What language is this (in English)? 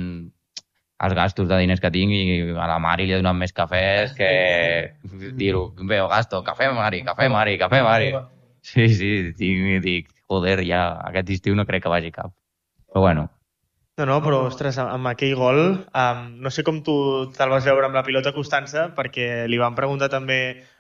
Catalan